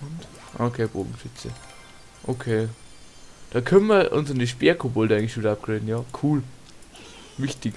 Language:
Bavarian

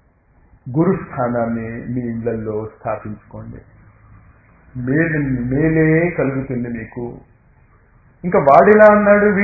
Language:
Telugu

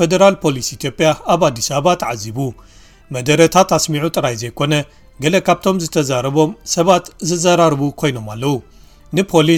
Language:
Tigrinya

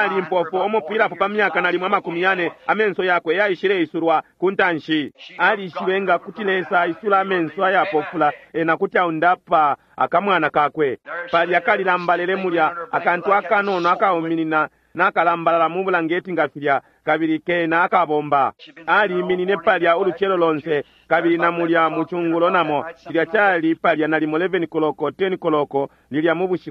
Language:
Bemba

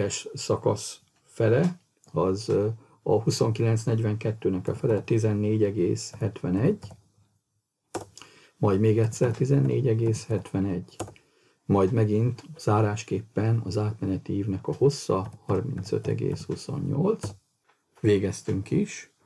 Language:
Hungarian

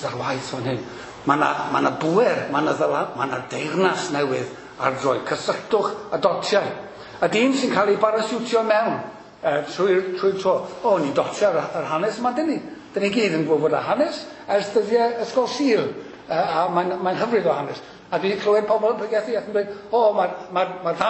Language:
Welsh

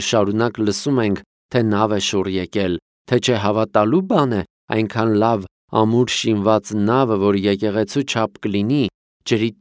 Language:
Armenian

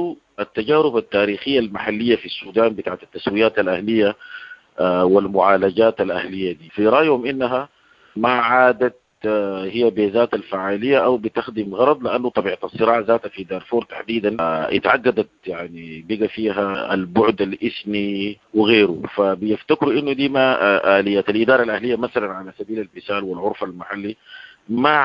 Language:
Sudanese Arabic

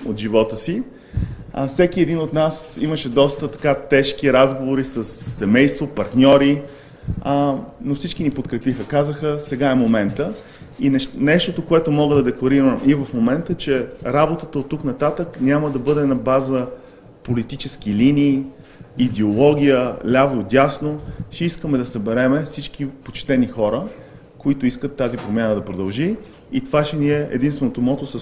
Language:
Bulgarian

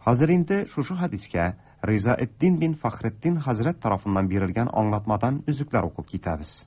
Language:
Tatar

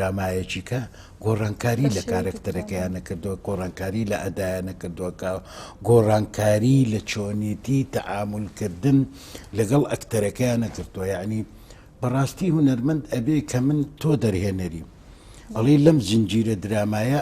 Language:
Central Kurdish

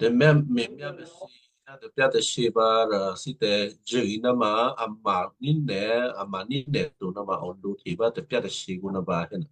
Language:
Western Kayah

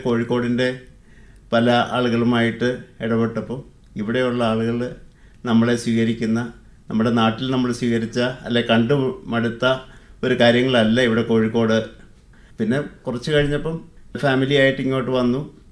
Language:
Malayalam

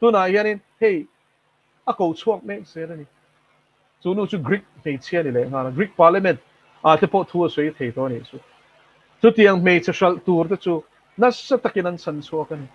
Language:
Mizo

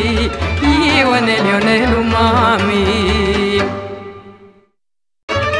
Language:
Romanian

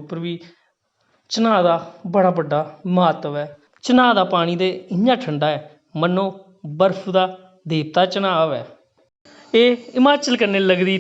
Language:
Dogri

